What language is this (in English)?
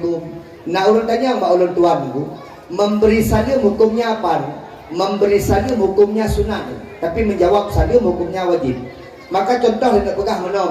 Achinese